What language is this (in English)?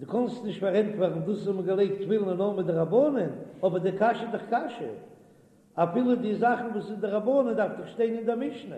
Yiddish